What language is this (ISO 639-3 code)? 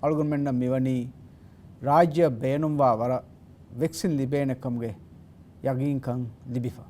div